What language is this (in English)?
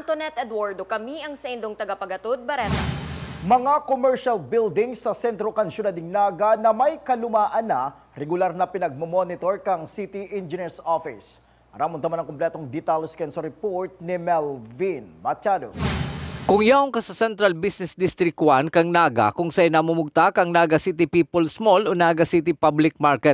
Bikol